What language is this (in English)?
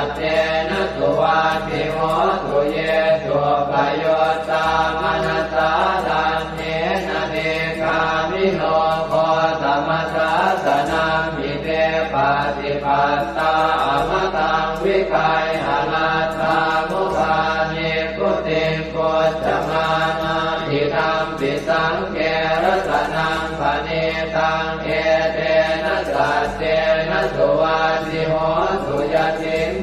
Pali